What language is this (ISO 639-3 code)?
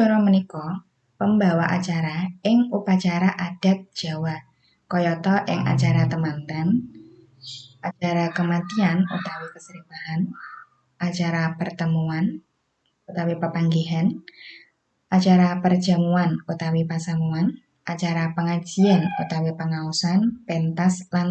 jav